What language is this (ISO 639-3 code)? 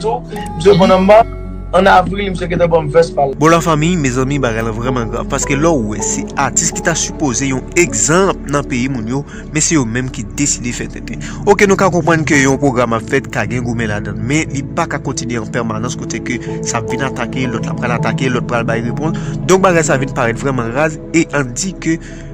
hat